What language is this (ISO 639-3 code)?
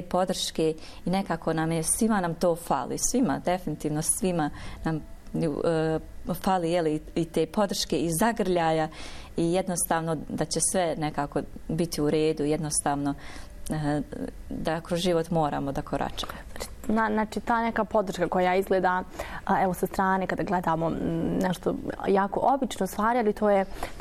bos